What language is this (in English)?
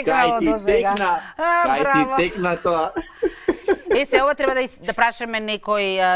Macedonian